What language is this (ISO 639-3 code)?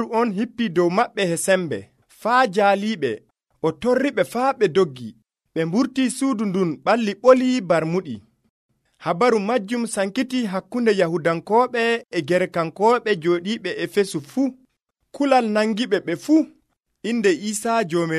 fuv